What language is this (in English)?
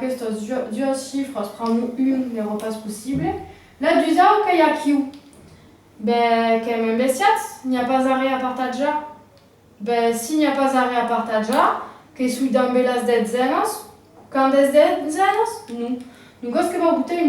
Occitan